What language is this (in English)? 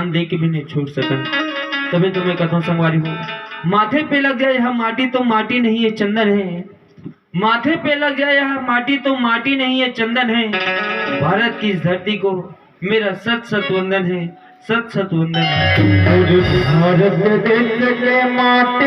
Chhattisgarhi